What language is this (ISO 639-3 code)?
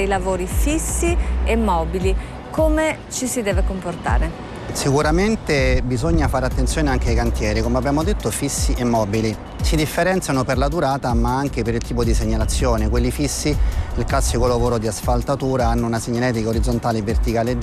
ita